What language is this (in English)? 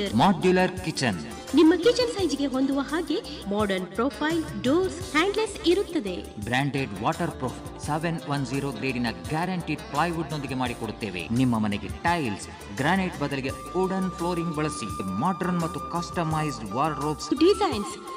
Kannada